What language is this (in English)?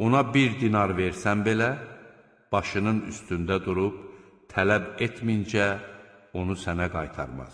Azerbaijani